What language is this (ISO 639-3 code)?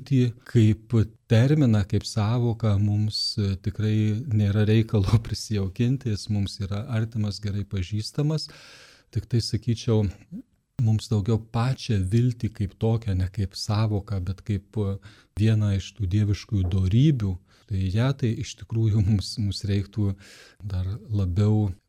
lit